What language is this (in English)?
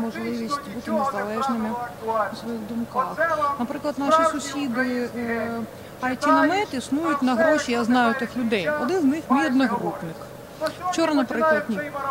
Ukrainian